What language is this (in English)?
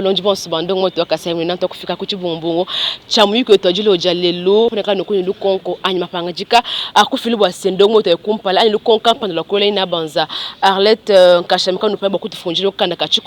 Luba-Lulua